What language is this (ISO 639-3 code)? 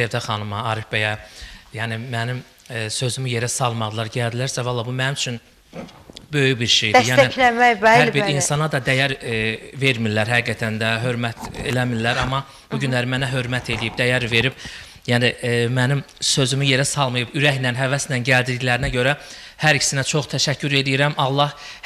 aze